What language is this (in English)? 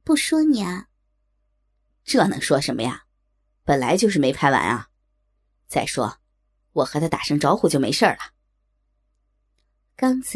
Chinese